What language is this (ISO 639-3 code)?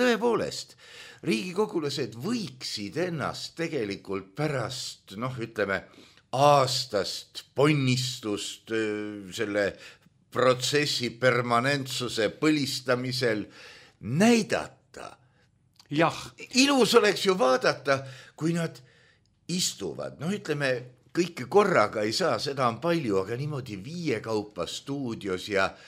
est